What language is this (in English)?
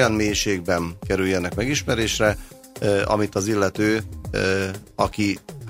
Hungarian